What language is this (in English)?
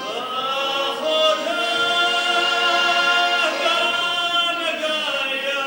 Ossetic